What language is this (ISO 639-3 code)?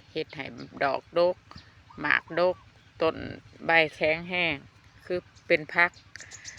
lao